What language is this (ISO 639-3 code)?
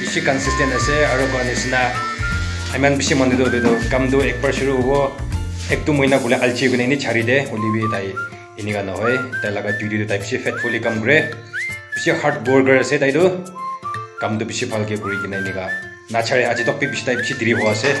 nag